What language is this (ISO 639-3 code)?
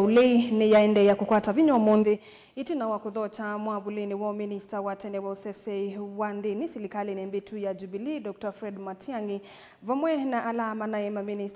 kam